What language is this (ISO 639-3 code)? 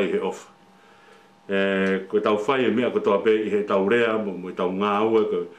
ton